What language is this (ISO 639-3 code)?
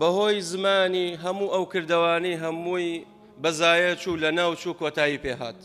ckb